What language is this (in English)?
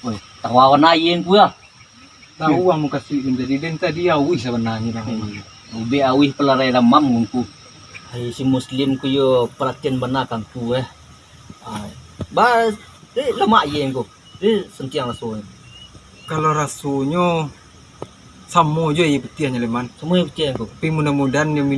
Minangkabau